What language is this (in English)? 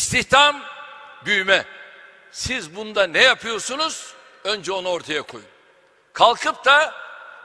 Turkish